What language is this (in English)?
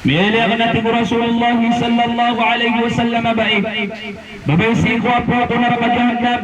Maranao